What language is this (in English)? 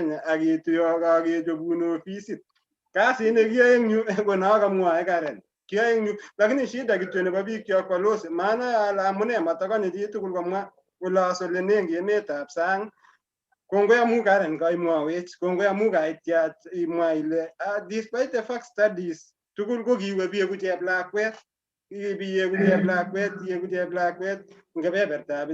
Kalenjin